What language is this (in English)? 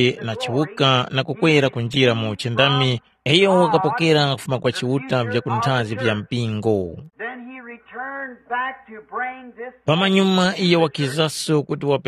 Tumbuka